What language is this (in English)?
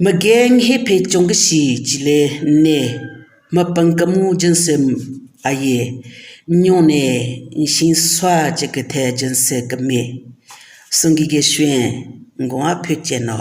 Southern Rengma Naga